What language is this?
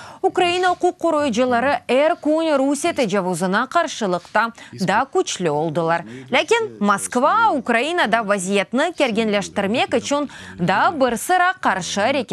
Crimean Tatar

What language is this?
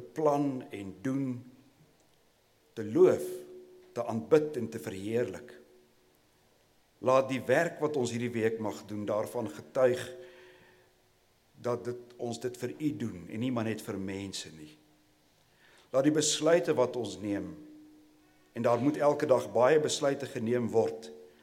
Afrikaans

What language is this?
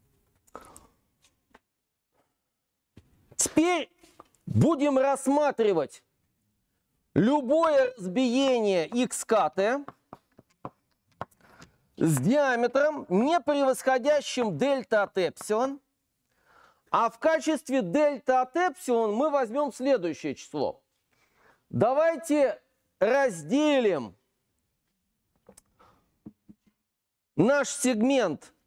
Russian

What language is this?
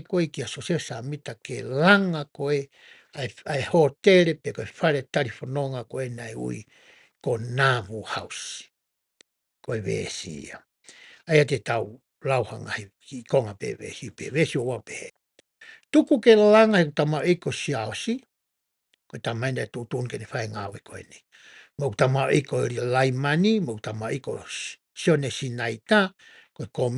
Tongan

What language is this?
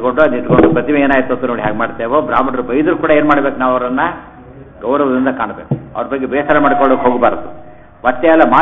Kannada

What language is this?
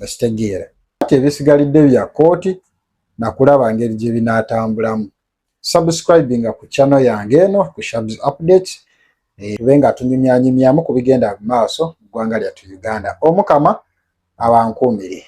Ganda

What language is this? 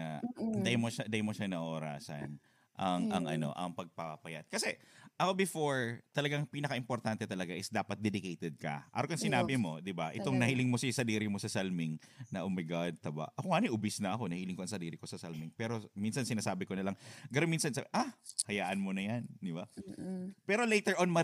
Bikol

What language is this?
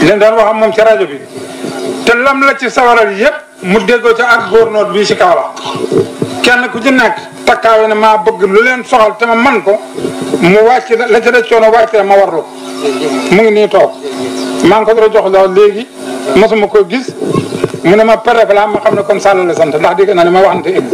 Wolof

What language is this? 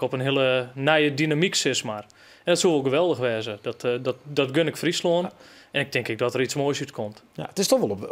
Western Frisian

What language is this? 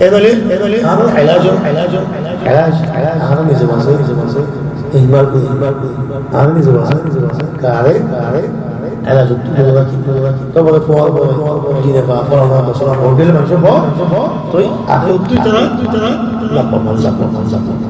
Rohingya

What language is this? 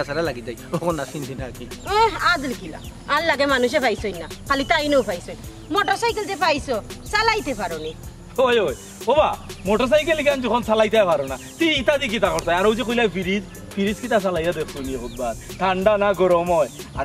Sylheti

